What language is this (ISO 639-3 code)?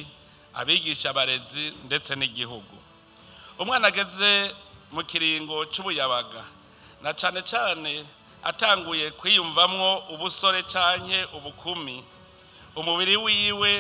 run